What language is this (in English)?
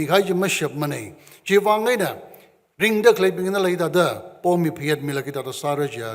Tangkhul Naga (India)